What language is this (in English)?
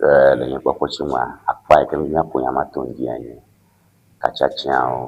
Ewe